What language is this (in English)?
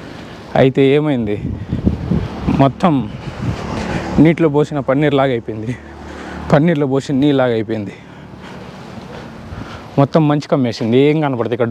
Telugu